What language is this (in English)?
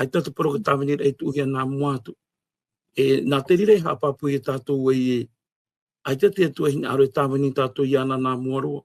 Tahitian